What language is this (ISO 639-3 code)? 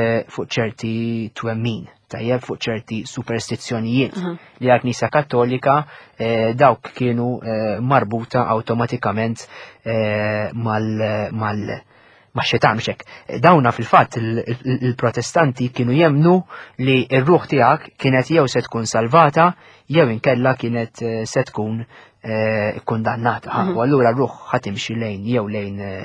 mlt